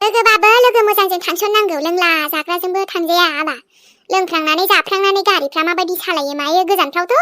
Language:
Bodo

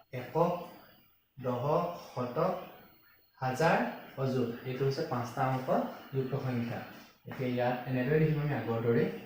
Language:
Assamese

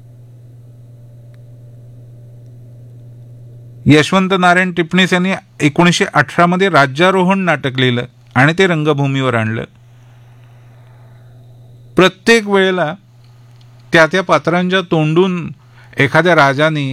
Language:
Marathi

